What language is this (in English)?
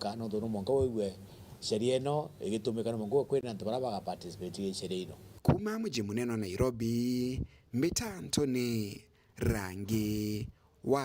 Meru